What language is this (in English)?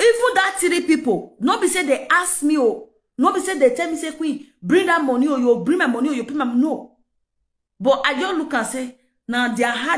Nigerian Pidgin